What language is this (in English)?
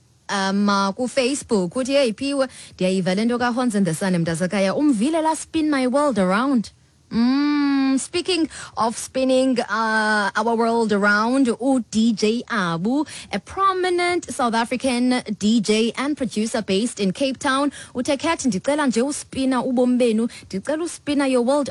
Xhosa